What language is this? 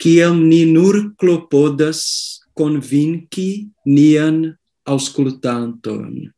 Esperanto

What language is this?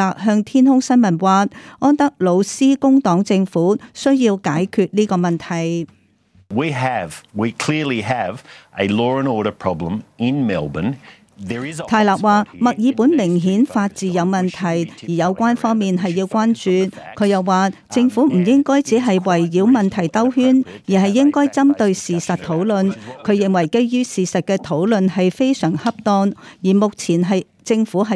Cantonese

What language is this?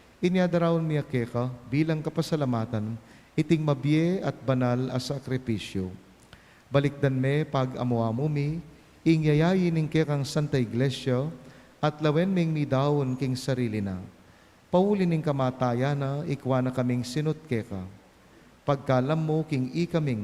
Pampanga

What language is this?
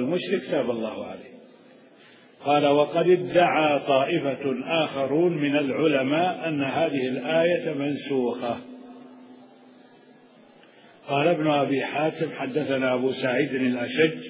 Arabic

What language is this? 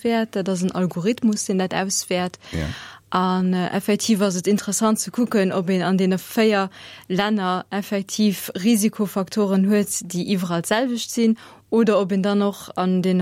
Luxembourgish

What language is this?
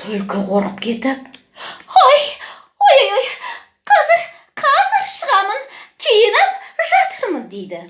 Kazakh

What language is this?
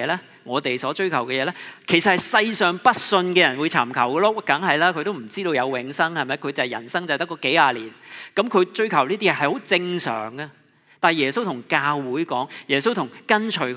Cantonese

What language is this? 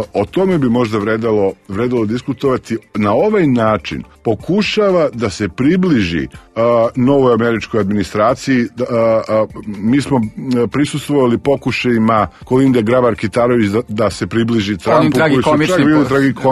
Serbian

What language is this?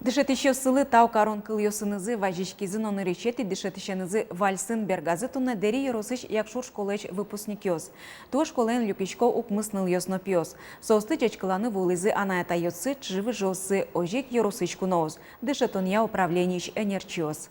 Udmurt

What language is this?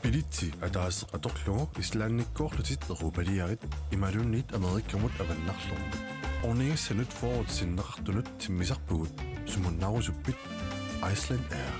Kalaallisut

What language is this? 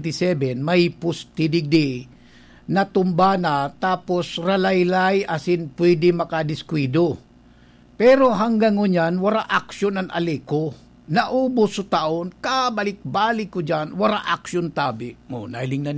Bikol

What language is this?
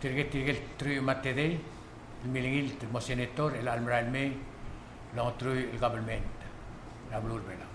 Palauan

